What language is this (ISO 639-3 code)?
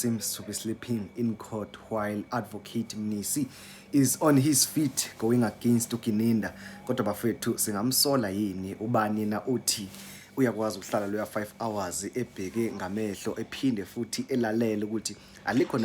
zul